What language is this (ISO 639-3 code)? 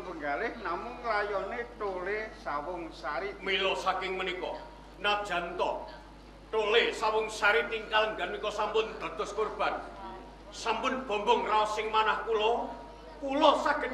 jav